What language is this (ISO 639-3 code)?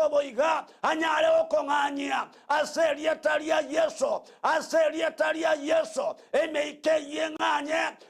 guz